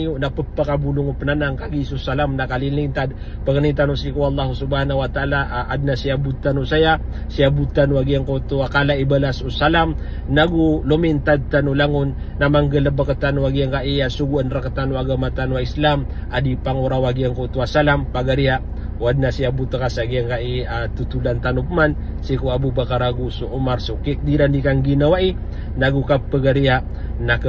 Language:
Maranao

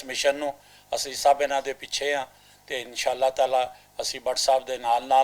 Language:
Western Panjabi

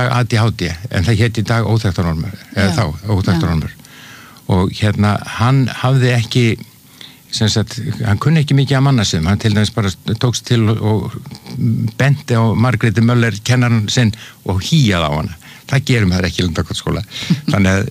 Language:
Icelandic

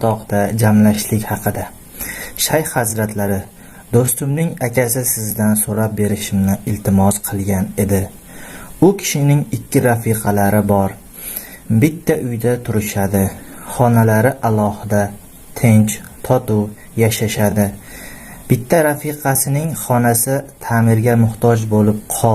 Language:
Uzbek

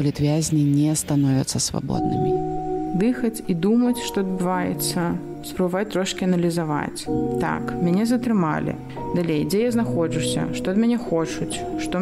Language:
Belarusian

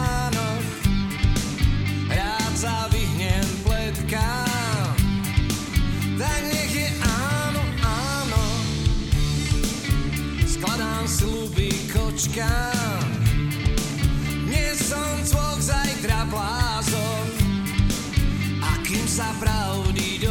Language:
Slovak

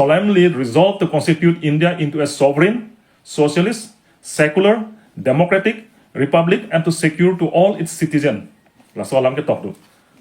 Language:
Karbi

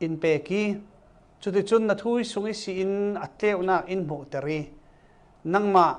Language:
Falam Chin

